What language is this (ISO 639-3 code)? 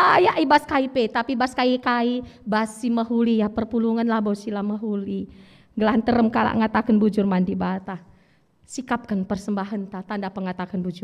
btx